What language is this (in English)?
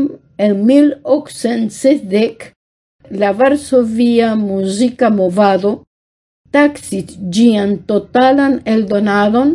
Esperanto